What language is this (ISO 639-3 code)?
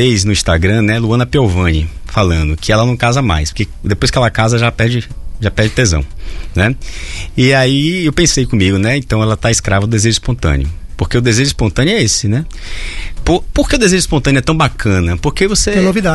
por